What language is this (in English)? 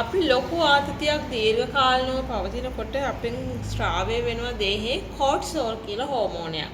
Sinhala